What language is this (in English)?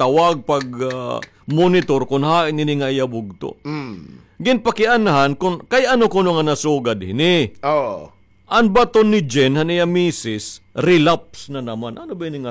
Waray